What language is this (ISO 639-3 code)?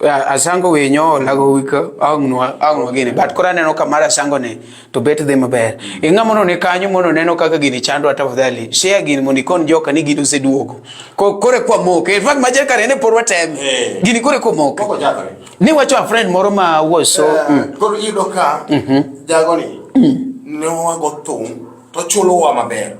luo